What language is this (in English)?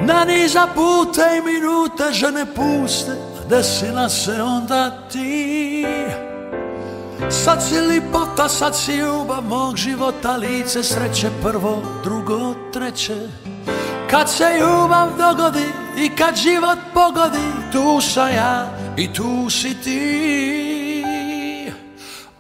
Croatian